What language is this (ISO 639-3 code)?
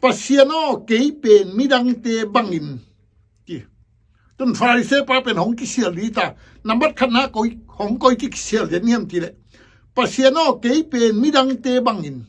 ctd